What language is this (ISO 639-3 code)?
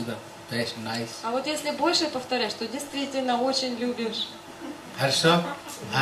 rus